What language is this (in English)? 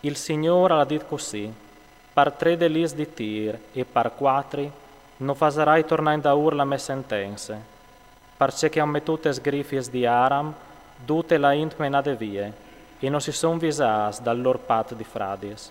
Friulian